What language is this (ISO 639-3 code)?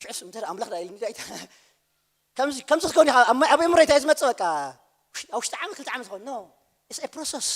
tir